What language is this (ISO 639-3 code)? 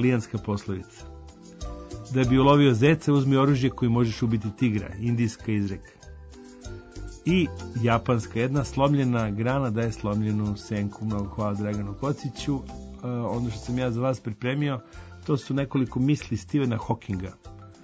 srp